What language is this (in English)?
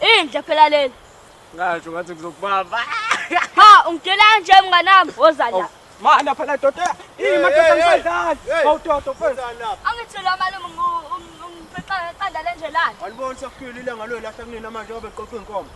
Zulu